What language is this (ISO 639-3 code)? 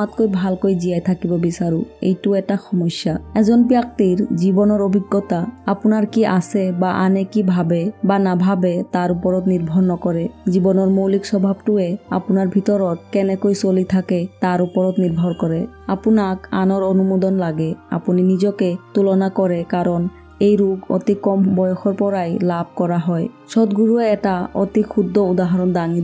asm